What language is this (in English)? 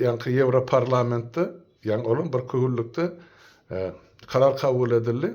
Turkmen